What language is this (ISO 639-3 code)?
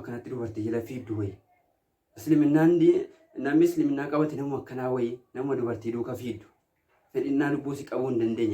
orm